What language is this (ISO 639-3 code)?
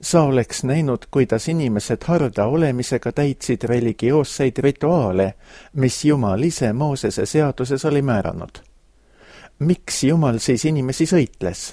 est